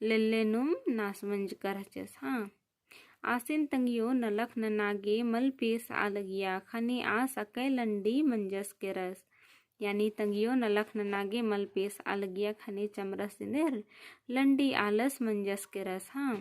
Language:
Kurukh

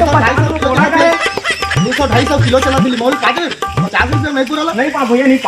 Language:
Chhattisgarhi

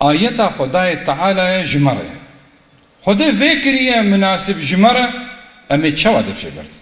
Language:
Kurdish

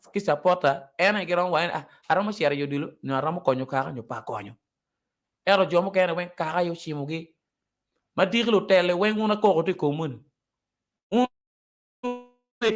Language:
Acoli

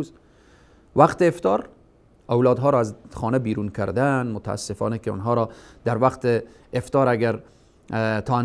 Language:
Persian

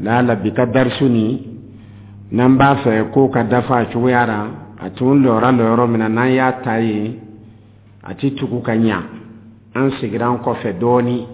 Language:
Dyula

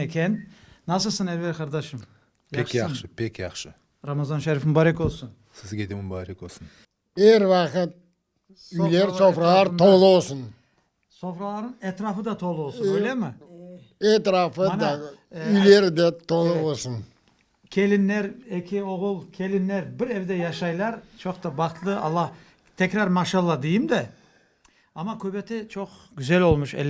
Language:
Crimean Tatar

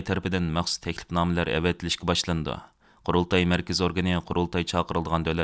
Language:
Uyghur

